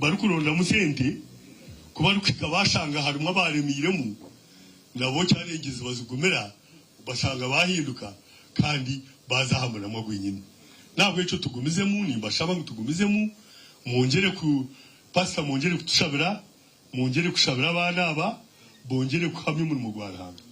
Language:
Nyankole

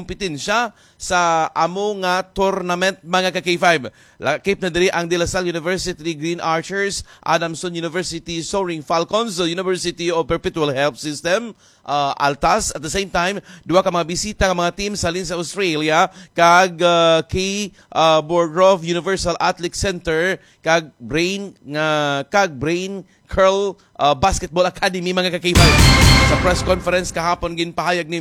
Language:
Hiligaynon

